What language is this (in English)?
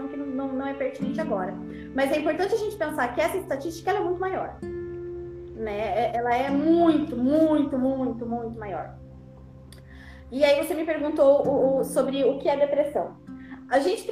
Portuguese